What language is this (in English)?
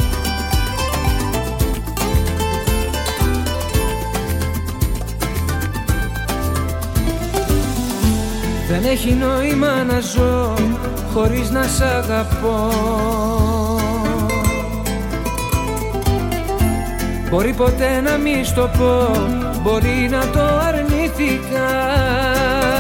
Greek